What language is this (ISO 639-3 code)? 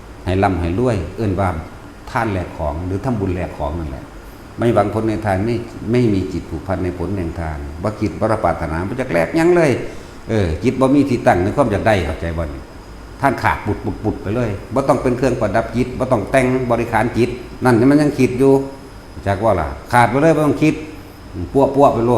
tts